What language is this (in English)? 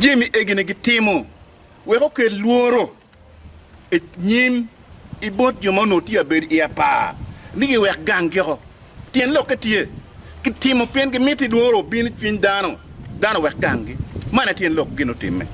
Acoli